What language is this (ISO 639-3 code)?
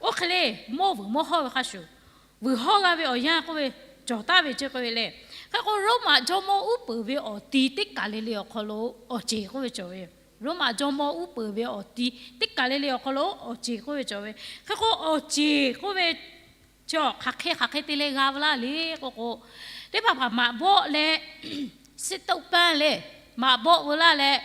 lhu